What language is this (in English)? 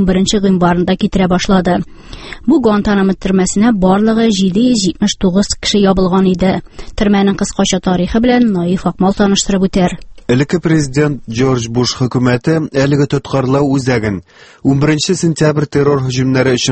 Tatar